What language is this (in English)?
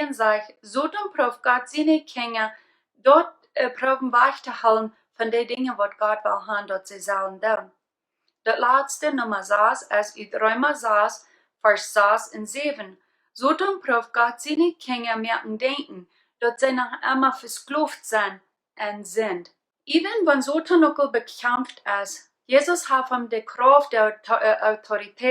Plautdietsch